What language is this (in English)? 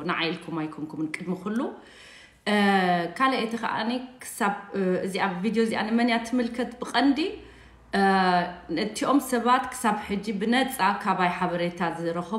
Tigrinya